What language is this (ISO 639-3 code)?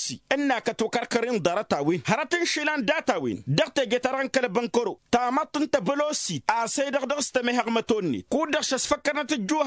taq